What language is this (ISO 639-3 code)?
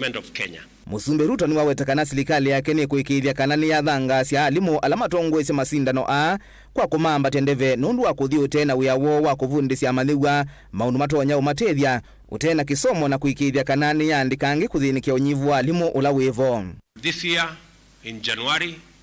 kam